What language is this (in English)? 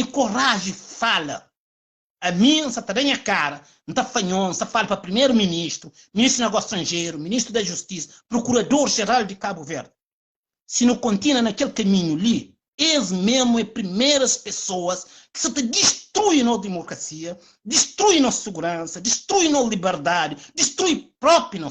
Kabuverdianu